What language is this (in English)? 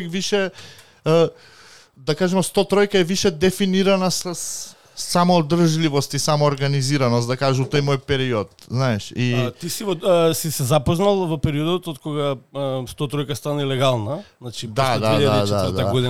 Macedonian